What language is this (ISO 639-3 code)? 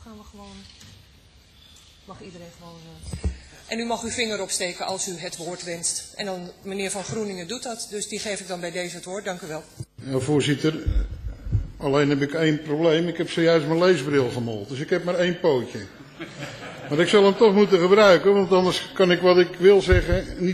nld